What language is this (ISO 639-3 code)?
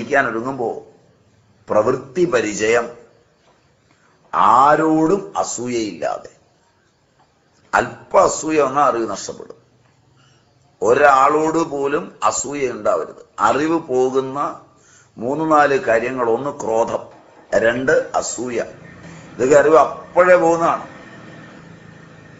mal